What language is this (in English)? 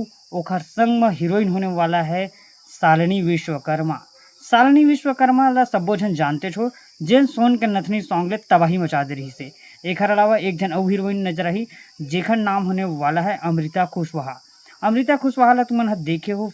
Chhattisgarhi